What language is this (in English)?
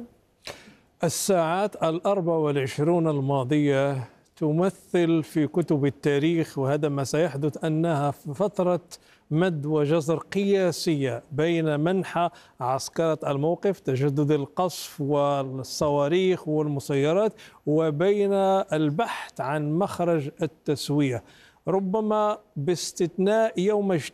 Arabic